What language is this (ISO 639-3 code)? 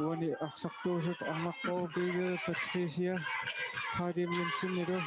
kal